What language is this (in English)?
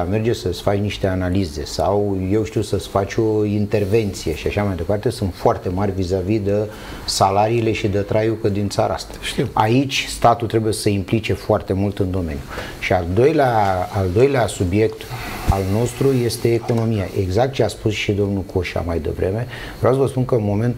Romanian